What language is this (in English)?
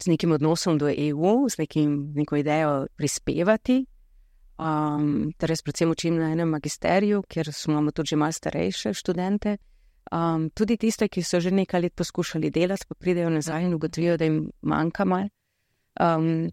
Slovenian